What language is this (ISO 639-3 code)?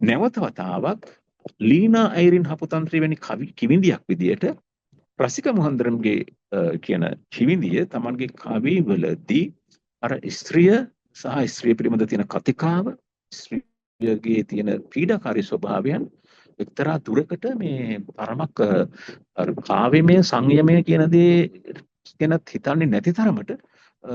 sin